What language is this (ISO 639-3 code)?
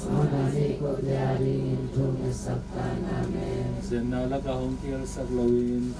ctd